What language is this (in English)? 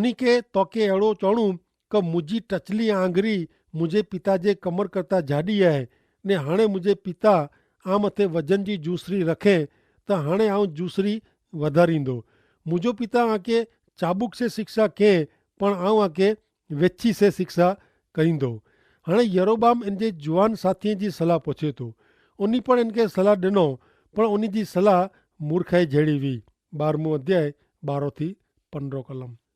Kachhi